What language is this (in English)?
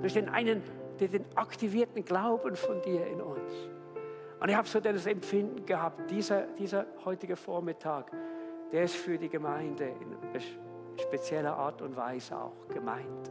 Swiss German